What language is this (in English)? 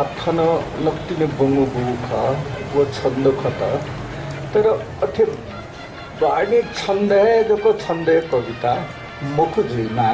Newari